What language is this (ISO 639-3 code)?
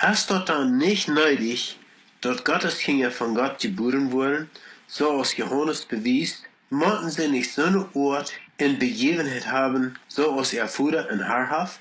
pdt